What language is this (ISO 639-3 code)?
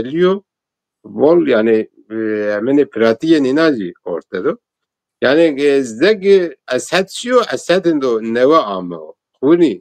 zza